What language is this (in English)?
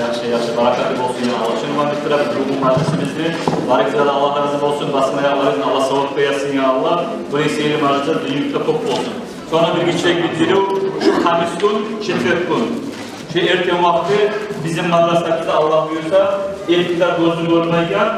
Kumyk